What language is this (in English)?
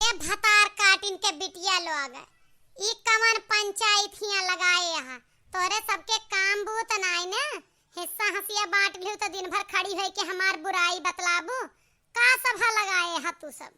Awadhi